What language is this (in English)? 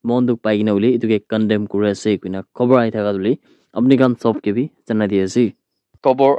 Naga Pidgin